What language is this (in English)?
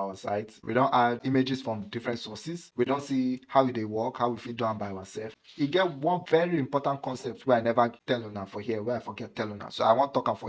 Nigerian Pidgin